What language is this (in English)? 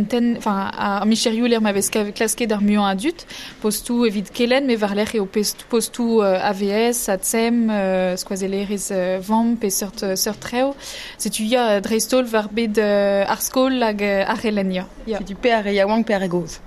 Breton